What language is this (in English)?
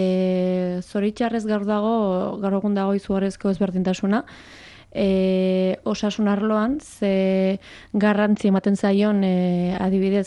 Basque